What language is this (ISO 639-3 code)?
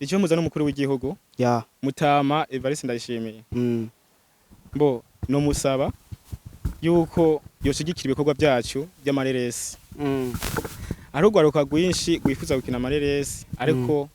run